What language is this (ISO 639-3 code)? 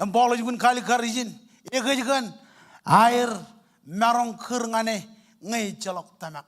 mah